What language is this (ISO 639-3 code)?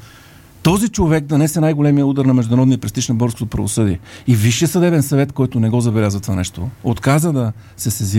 bul